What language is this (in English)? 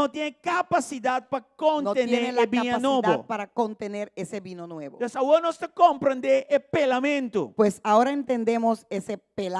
Papiamento